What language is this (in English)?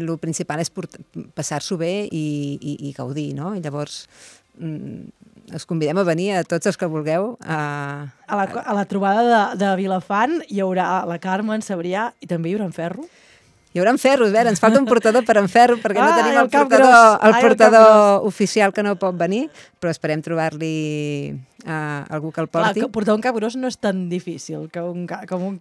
Catalan